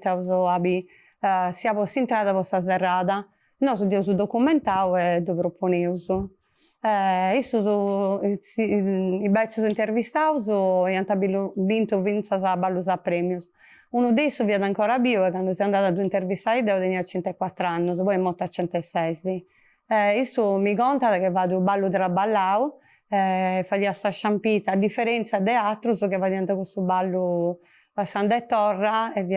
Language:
Sardinian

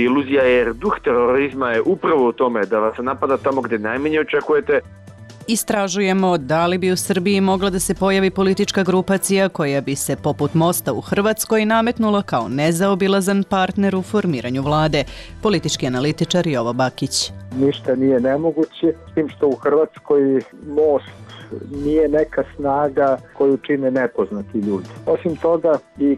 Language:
Serbian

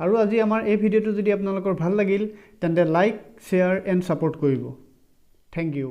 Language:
Assamese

